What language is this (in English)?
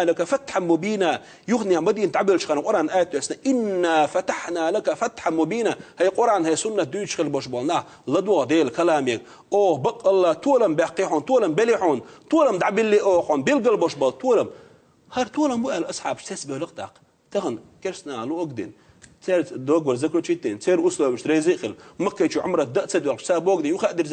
Chechen